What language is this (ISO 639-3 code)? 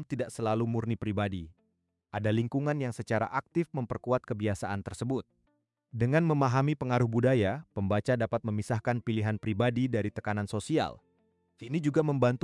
ind